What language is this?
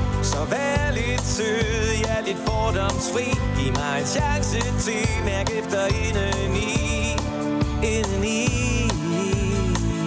Danish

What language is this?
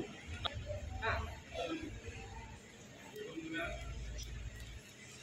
Kannada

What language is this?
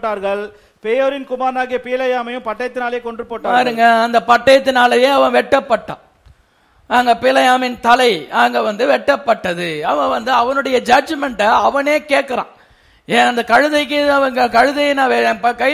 Tamil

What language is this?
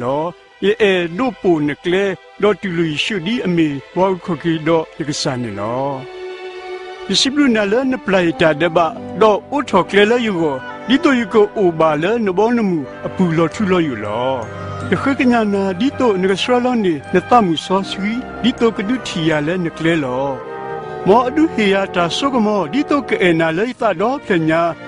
S'gaw Karen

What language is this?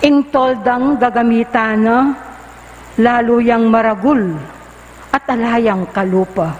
Pampanga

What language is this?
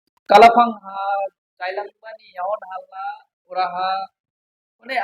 Dimasa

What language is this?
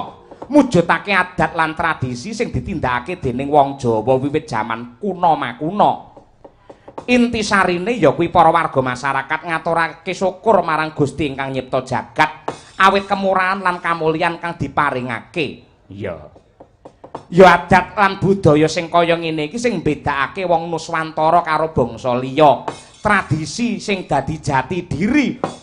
Javanese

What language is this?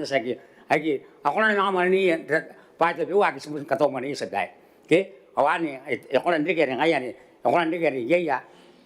Gilbertese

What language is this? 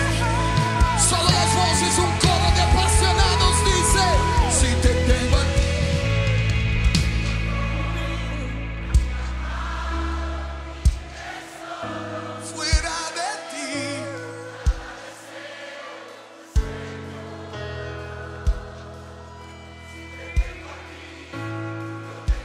Spanish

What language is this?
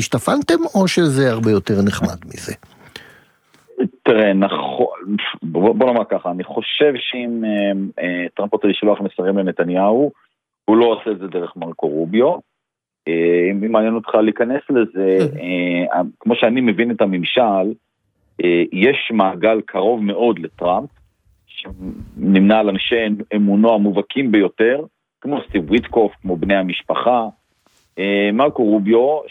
Hebrew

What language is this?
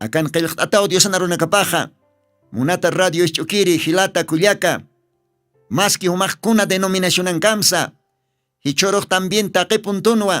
Aymara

